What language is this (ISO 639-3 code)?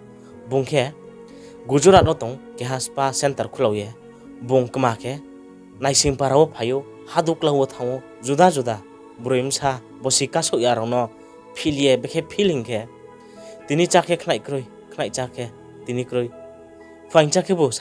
ria